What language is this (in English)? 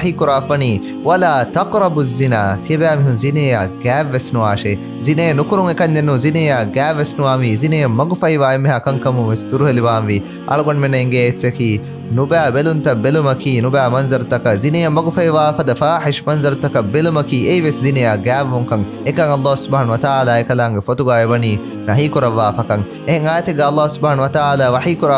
Divehi